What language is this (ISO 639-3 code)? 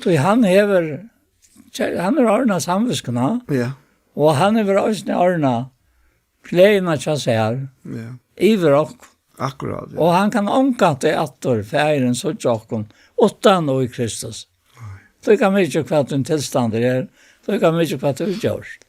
fao